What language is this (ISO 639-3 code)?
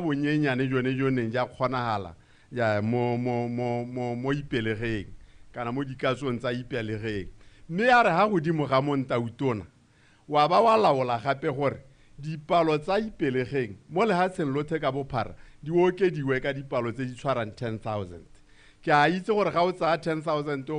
tsn